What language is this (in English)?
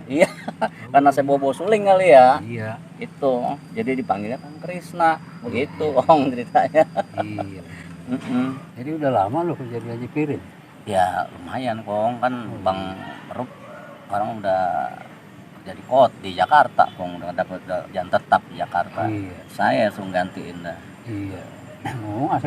Betawi